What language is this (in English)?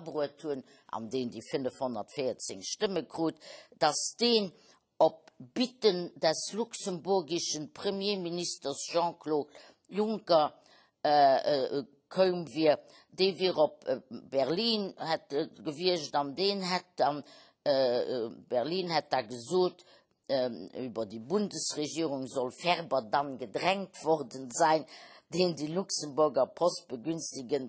Luxembourgish